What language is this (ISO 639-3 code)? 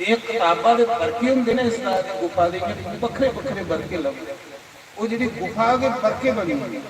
doi